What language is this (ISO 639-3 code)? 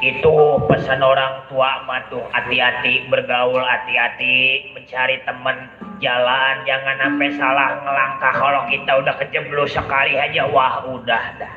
bew